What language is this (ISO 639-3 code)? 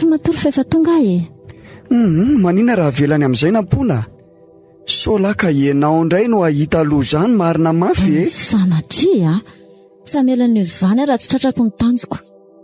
mlg